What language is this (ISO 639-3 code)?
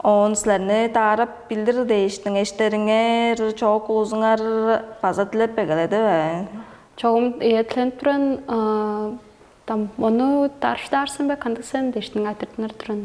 tyv